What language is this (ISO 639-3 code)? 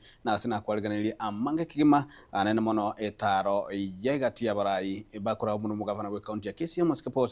guz